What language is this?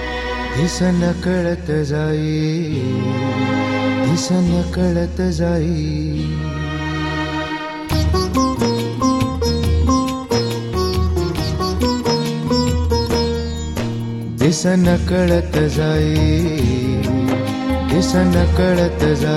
Marathi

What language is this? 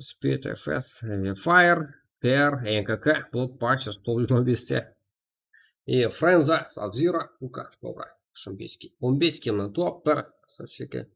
Kara-Kalpak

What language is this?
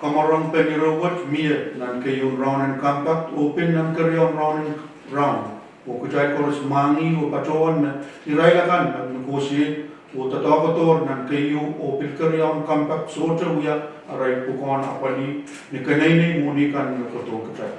Pohnpeian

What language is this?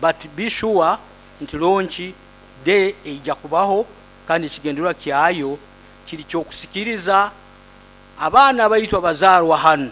Nyoro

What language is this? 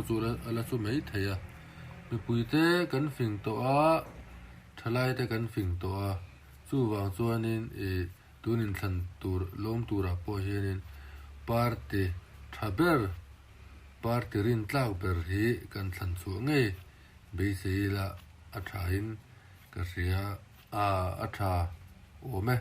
Mizo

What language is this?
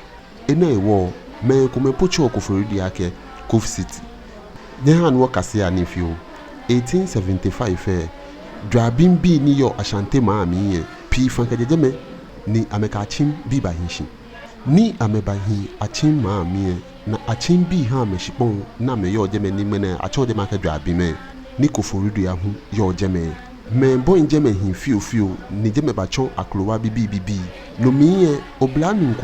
Ga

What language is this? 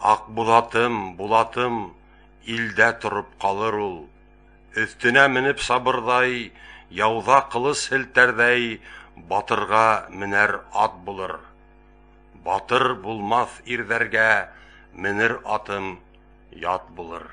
Bashkir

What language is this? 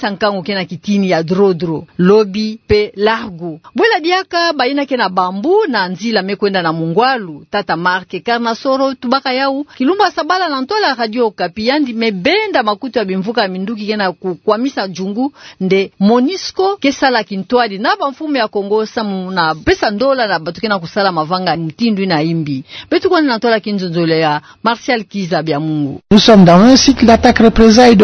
Kituba (Democratic Republic of Congo)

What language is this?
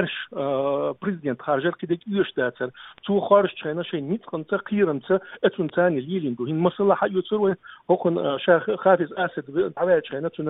Chechen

